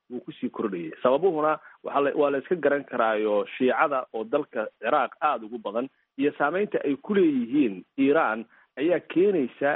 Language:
Somali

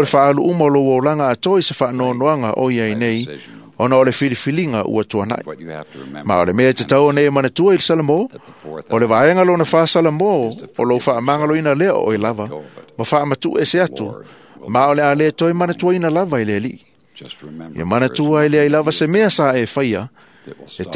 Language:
Samoan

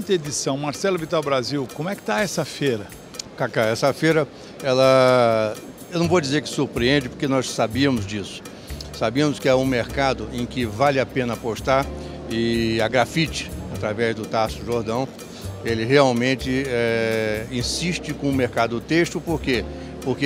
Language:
Portuguese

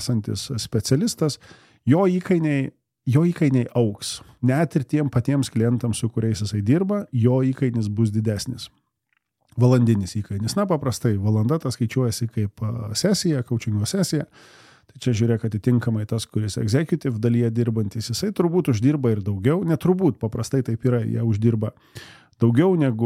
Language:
Lithuanian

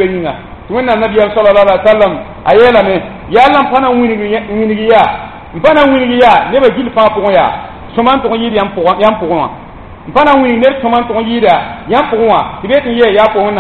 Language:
Mossi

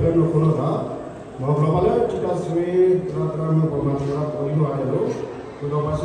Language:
S'gaw Karen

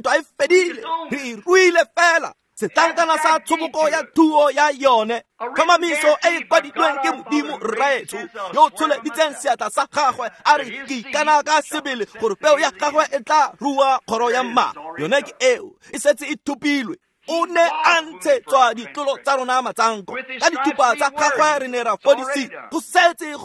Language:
Tswana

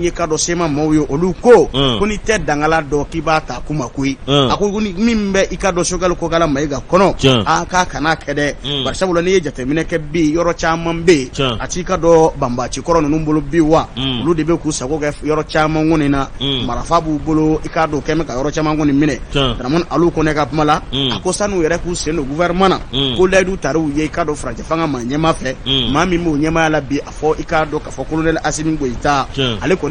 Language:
Bambara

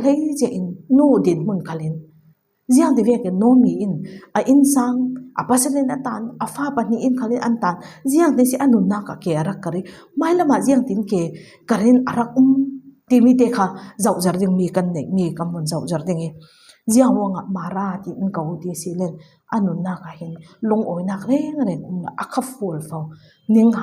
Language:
Falam Chin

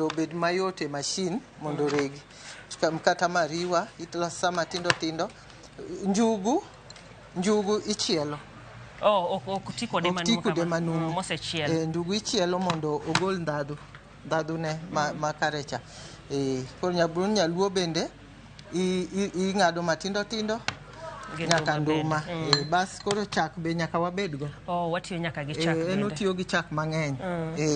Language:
Luo (Kenya and Tanzania)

